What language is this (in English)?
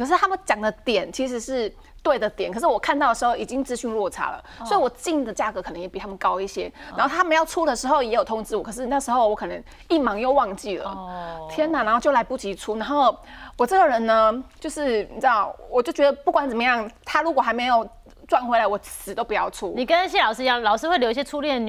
Chinese